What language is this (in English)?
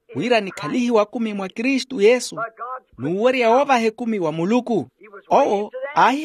Makhuwa